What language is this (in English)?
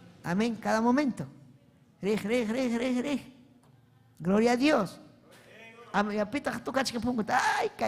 Ayacucho Quechua